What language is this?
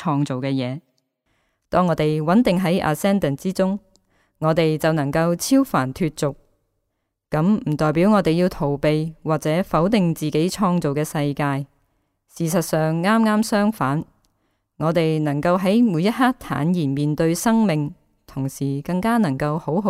Cantonese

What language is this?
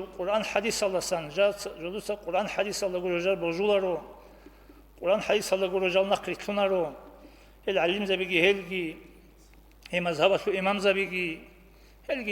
Avaric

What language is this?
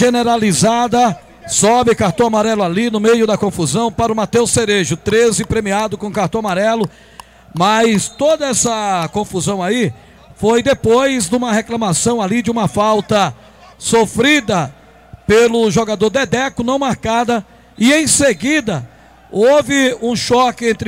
Portuguese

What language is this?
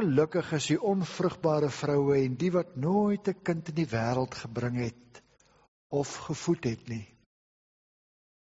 Afrikaans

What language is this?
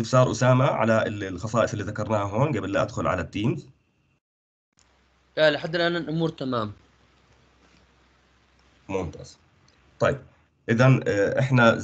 South Levantine Arabic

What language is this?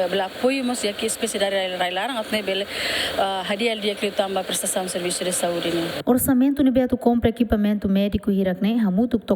Tetum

